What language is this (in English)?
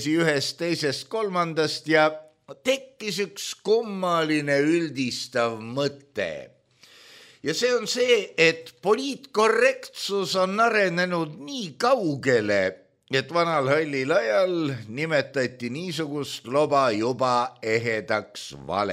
Estonian